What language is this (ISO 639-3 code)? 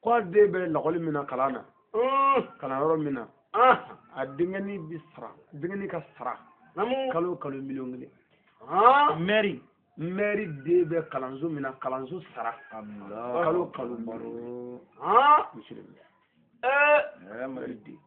bam